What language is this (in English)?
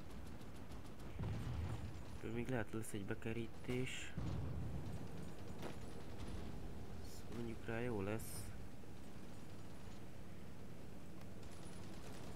Hungarian